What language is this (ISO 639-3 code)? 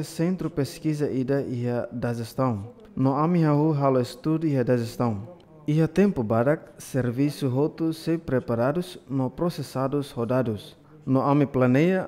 tet